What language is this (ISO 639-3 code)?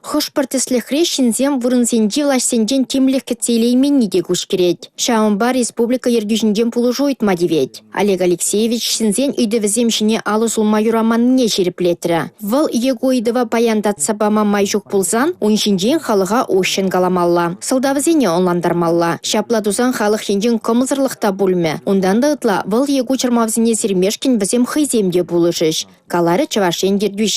chv